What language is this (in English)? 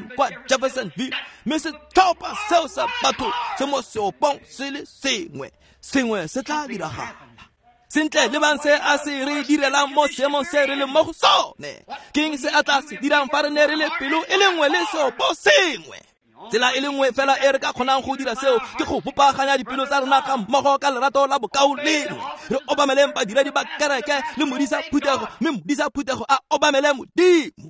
Tswana